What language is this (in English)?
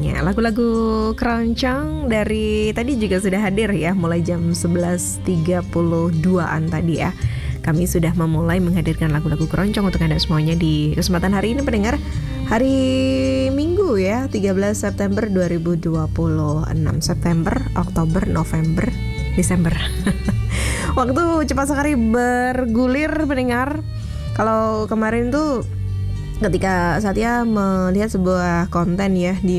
Indonesian